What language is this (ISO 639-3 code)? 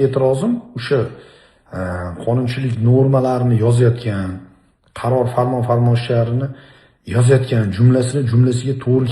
uzb